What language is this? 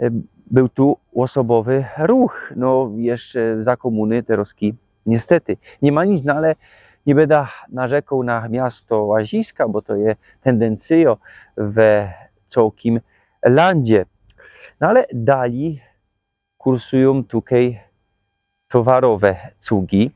Silesian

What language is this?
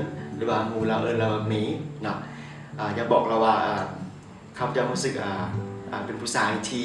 Lao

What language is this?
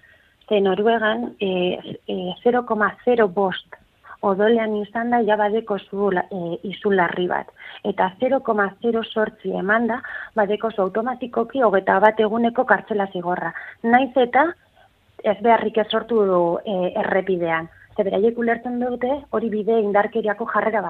Basque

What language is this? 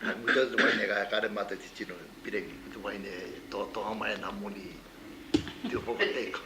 Māori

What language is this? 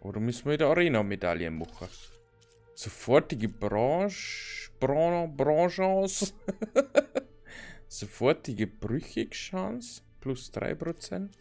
Bavarian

